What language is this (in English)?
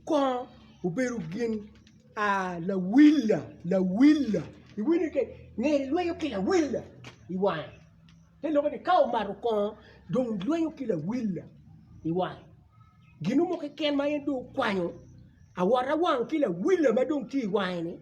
Acoli